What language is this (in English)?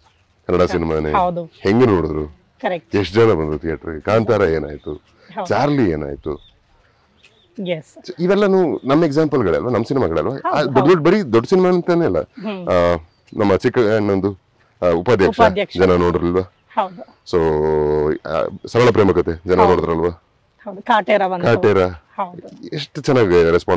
Kannada